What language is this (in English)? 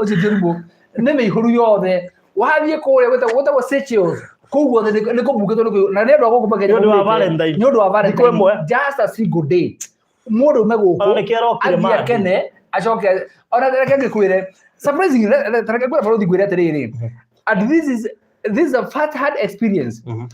Kikuyu